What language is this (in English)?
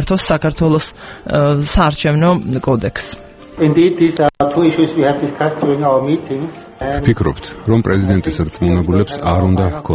Georgian